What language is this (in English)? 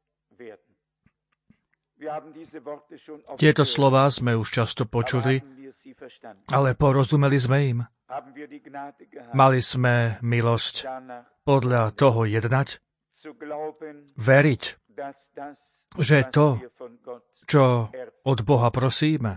Slovak